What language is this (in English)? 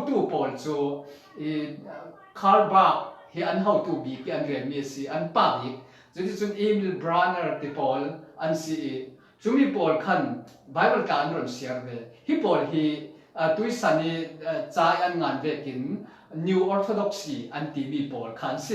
Falam Chin